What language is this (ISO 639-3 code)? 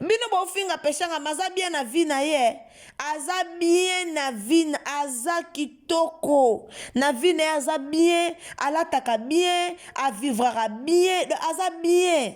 lin